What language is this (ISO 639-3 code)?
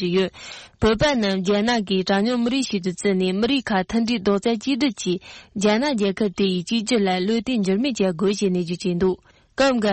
bod